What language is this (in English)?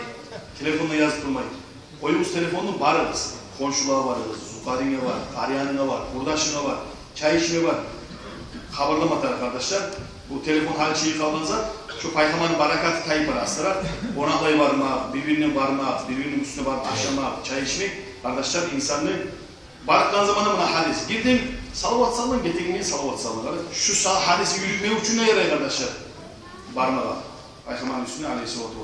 Kumyk